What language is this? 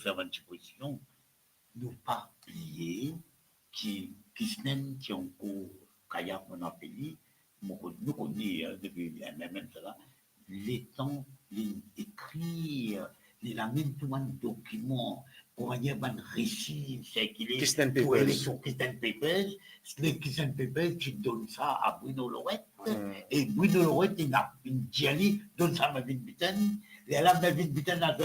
Morisyen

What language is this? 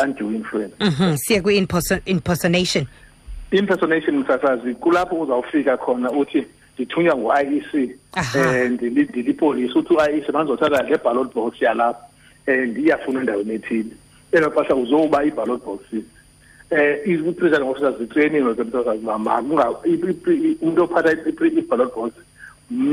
Xhosa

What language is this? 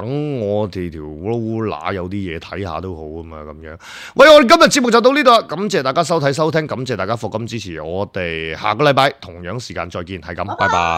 Cantonese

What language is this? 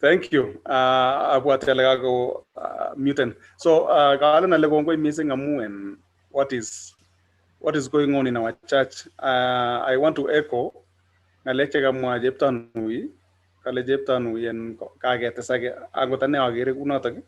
Kalenjin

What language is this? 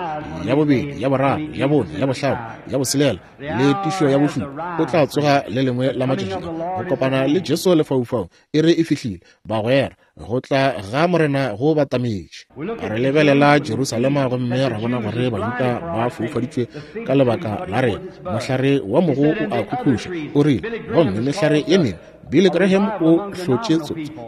Northern Sotho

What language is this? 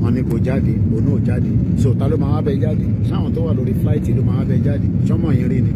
Yoruba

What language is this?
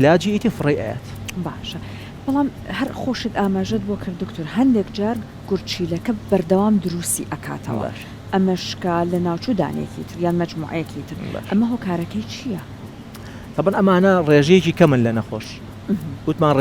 Central Kurdish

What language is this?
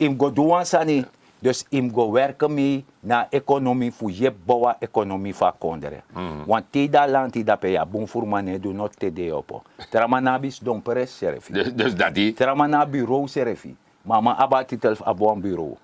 Sranan Tongo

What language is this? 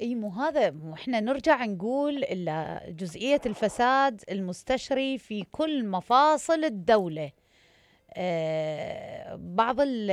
Mesopotamian Arabic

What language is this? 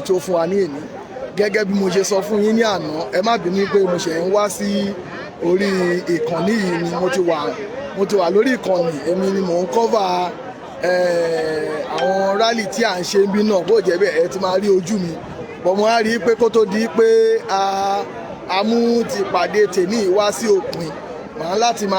Yoruba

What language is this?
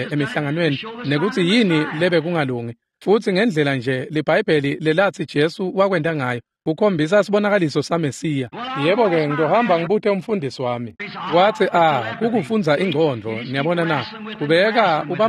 Swati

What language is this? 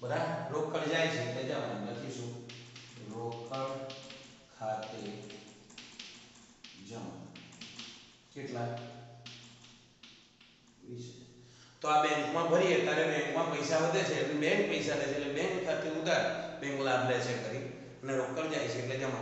Gujarati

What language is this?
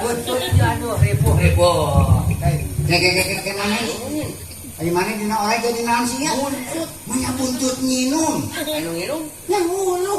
Sundanese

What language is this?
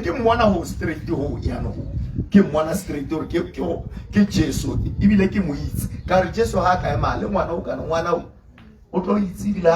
Tswana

